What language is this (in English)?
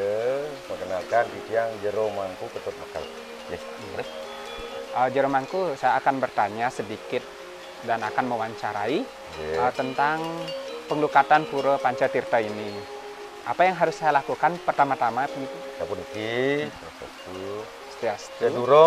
Balinese